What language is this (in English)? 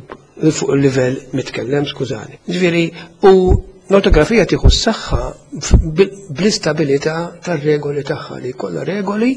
Maltese